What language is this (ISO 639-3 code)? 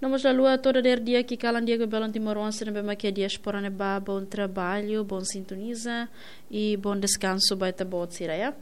tet